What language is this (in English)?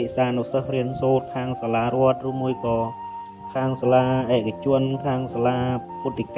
Khmer